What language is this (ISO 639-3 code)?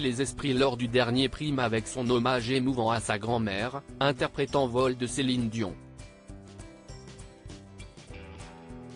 fra